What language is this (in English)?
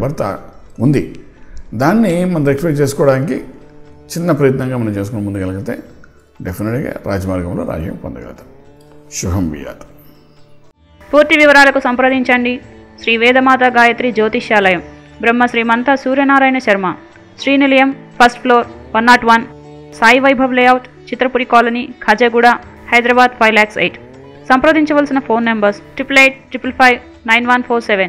Telugu